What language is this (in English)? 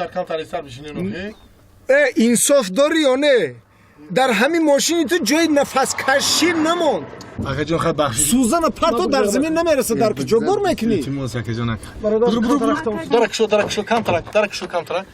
Tajik